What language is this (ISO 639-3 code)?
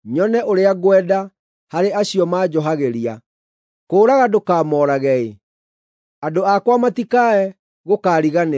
kik